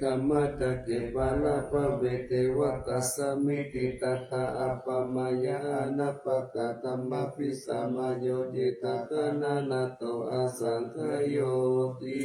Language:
Pali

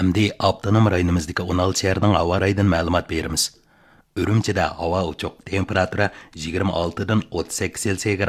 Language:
Uyghur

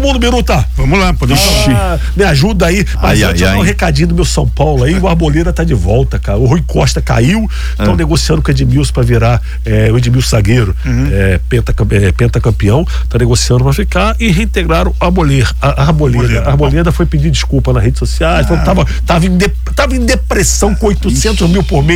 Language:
Portuguese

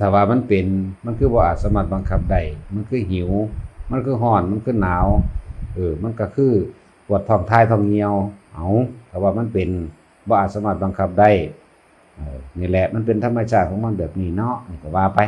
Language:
Northeastern Thai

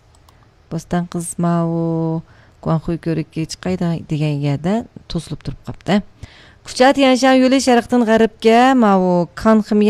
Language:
Uyghur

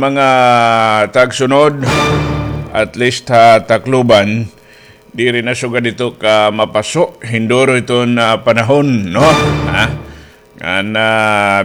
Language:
Waray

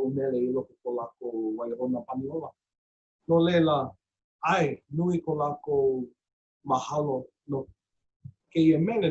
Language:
Hawaiian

